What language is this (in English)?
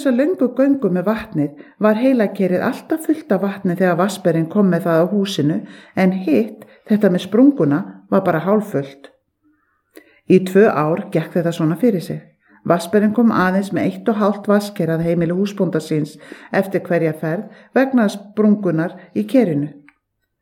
Icelandic